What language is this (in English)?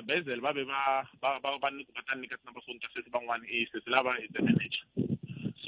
Tsonga